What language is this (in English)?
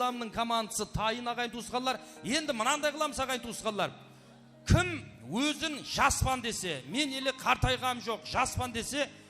Kara-Kalpak